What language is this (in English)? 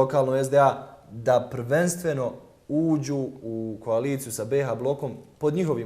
Bosnian